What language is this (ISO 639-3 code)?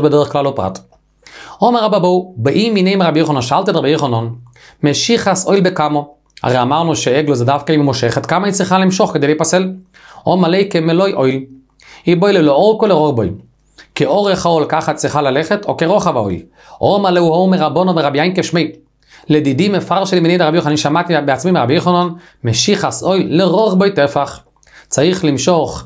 heb